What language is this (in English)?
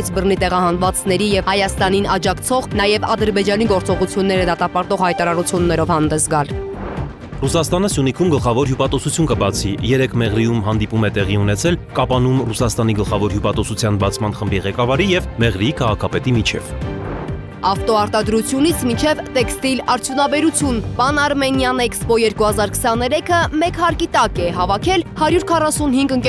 Armenian